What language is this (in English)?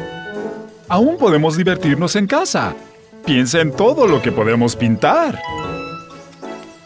Spanish